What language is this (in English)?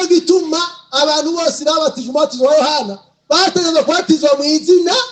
Rundi